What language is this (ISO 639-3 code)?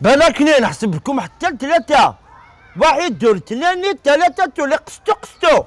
arq